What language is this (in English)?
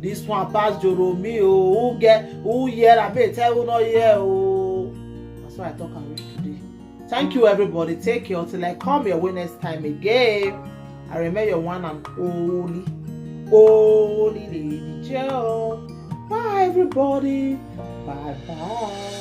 Nigerian Pidgin